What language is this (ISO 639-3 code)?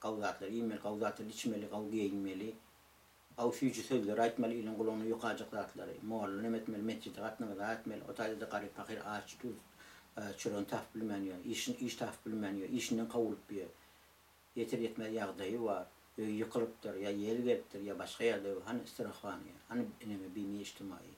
tuk